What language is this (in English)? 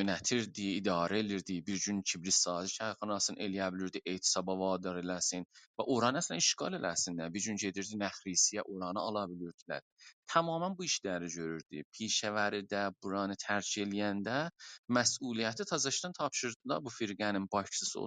South Azerbaijani